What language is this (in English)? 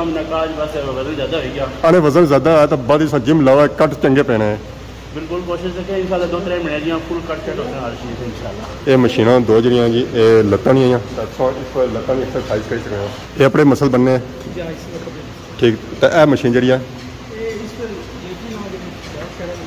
Pahari-Potwari